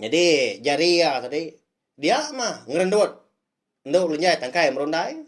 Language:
Iban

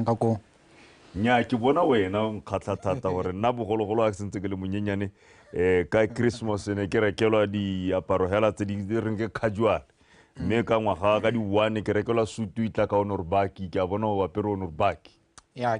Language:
Tswana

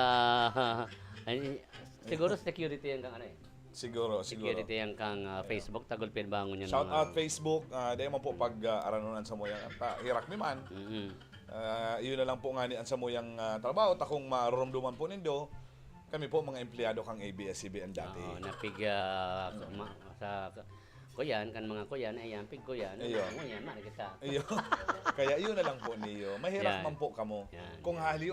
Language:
Bikol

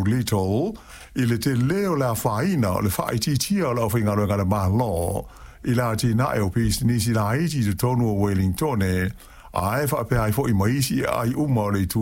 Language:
Samoan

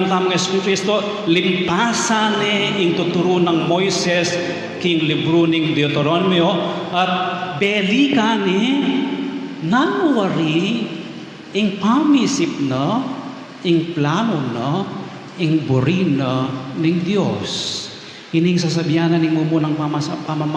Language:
Pampanga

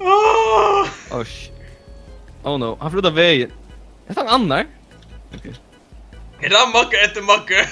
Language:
Faroese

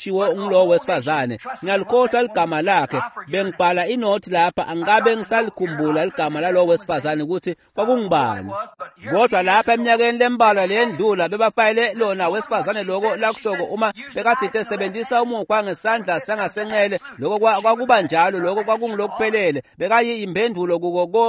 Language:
Swati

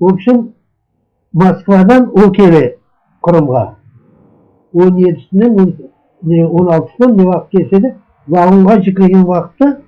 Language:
Crimean Tatar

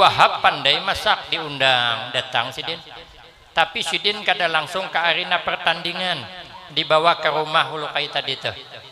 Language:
Banjar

